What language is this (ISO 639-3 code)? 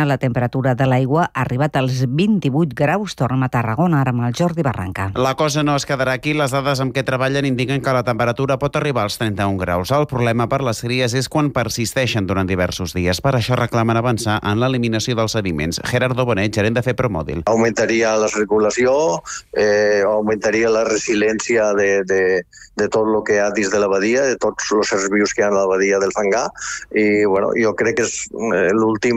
cat